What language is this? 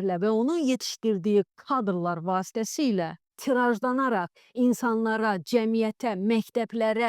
Azerbaijani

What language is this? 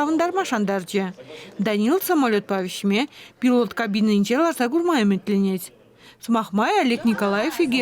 Chuvash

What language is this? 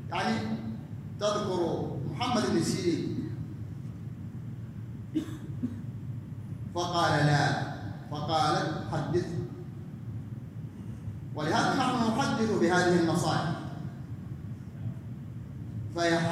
Arabic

